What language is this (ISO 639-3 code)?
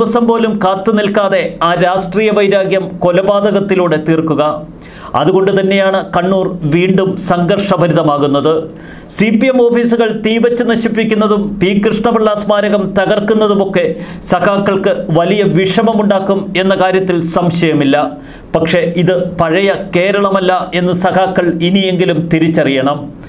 mal